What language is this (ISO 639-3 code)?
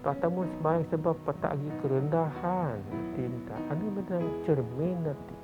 bth